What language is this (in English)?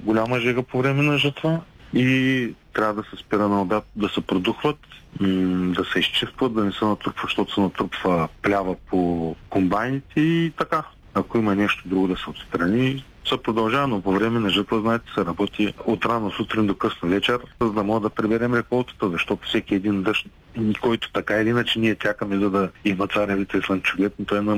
Bulgarian